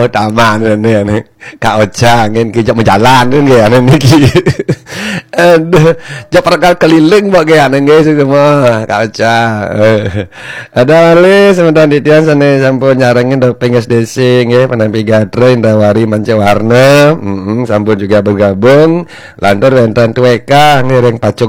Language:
Balinese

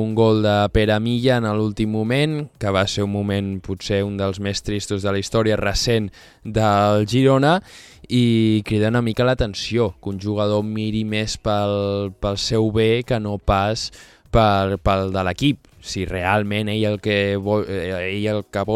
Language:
Catalan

